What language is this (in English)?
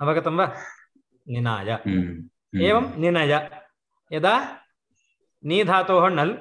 Sanskrit